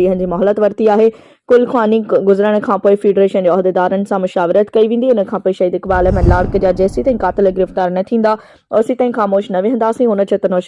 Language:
Sindhi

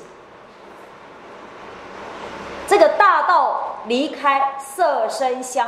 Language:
Chinese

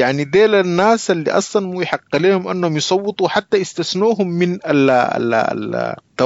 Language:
Sudanese Arabic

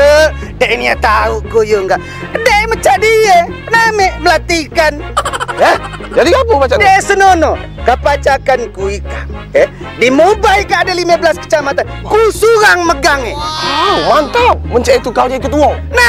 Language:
Musi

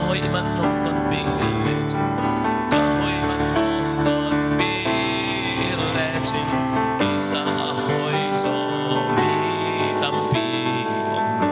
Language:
Tedim Chin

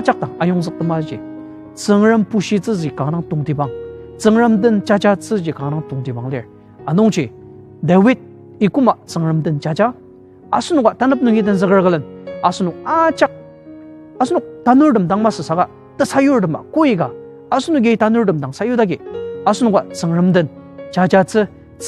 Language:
Ao Naga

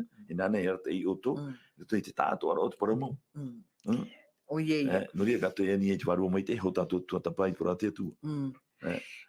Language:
Tahitian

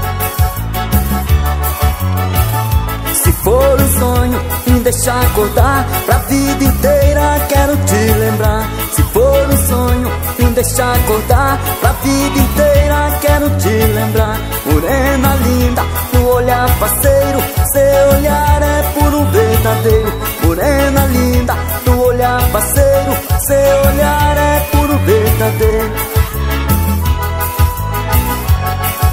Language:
Portuguese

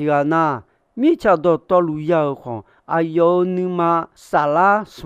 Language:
Akha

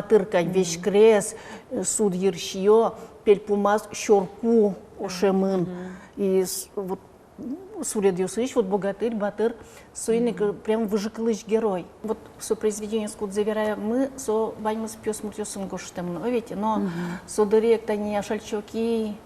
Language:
Udmurt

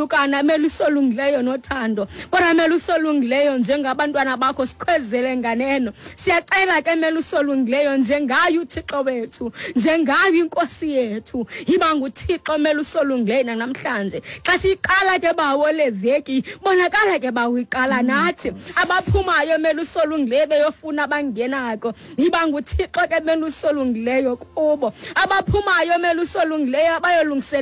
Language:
Xhosa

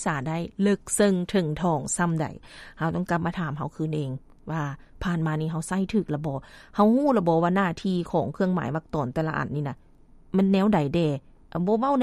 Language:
Lao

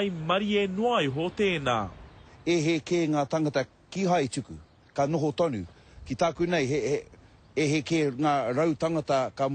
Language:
Māori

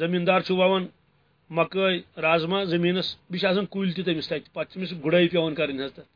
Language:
Kashmiri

